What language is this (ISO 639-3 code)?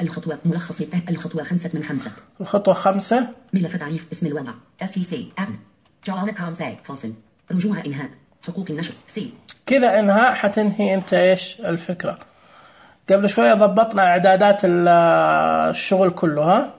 ars